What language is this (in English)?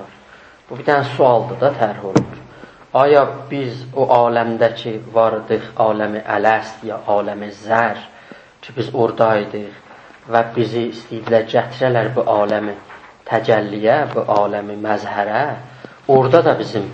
South Azerbaijani